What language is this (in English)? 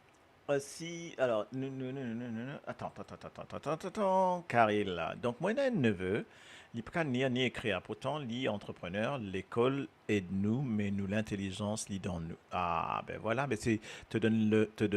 Morisyen